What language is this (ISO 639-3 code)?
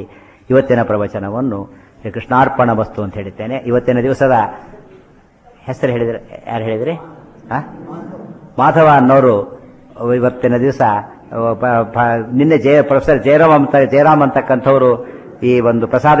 kan